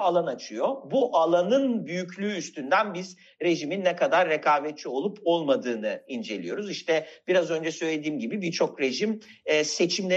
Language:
Turkish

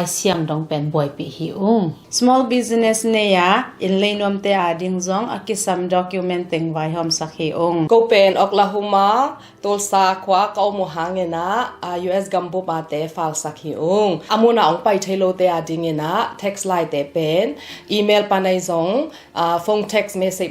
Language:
Tedim Chin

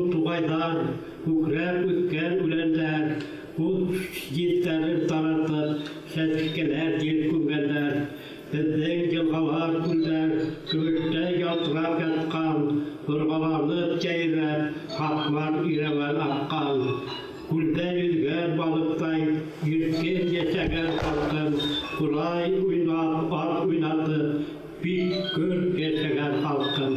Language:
Bashkir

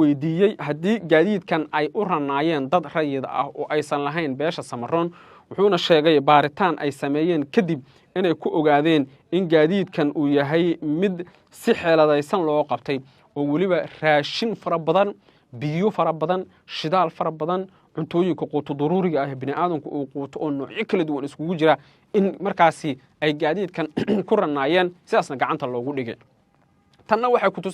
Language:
Somali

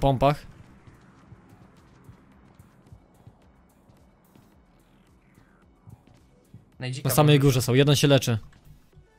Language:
Polish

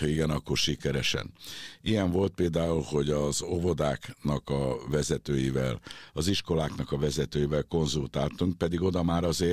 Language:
Hungarian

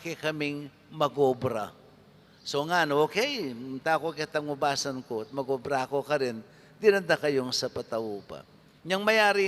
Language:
Pampanga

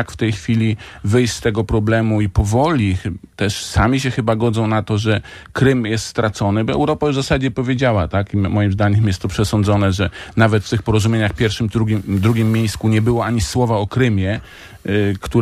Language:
Polish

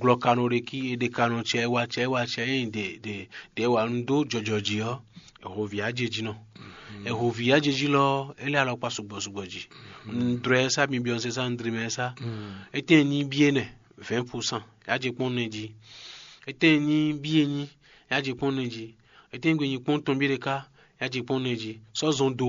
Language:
Fon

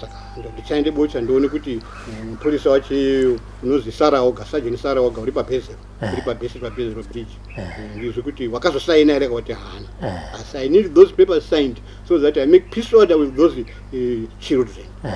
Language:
Shona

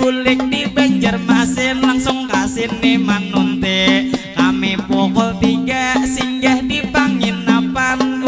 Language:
Banjar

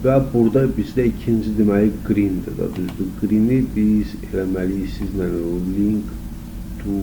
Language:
Azerbaijani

